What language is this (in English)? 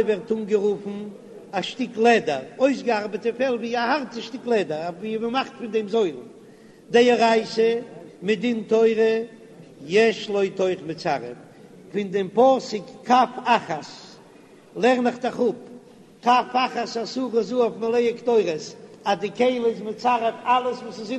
Yiddish